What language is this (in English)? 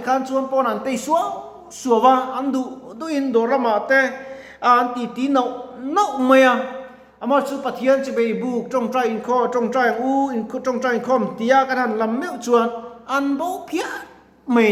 Mizo